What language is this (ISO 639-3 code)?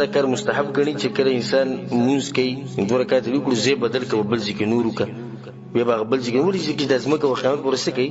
pus